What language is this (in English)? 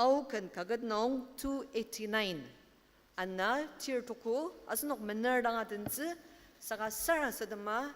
Ao Naga